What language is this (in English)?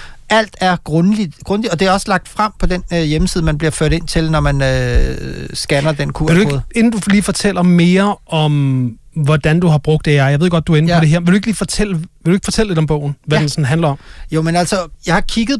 Danish